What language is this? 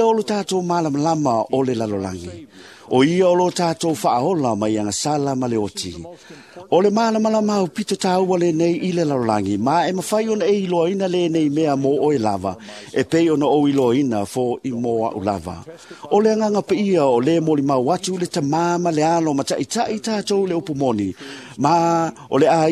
Samoan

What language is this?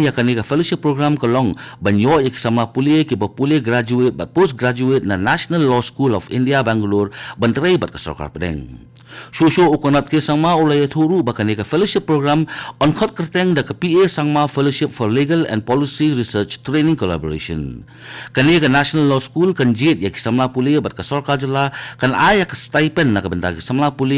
Khasi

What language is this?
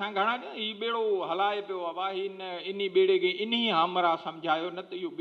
Sindhi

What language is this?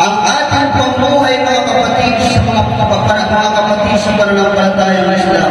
Maranao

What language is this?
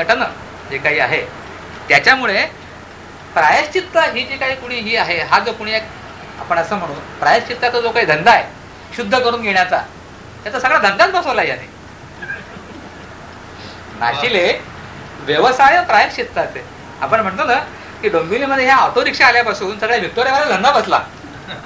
Marathi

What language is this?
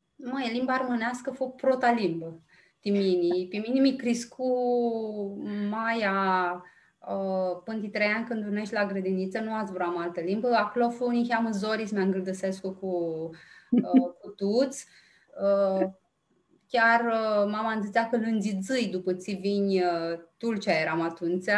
Aromanian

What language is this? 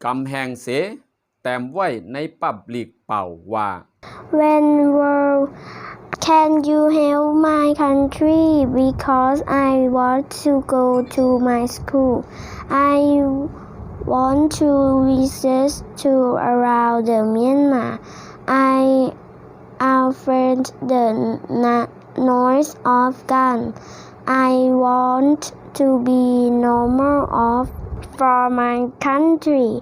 Shan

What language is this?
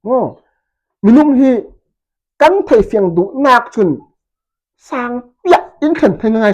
Falam Chin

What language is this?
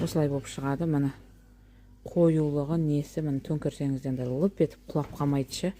Kazakh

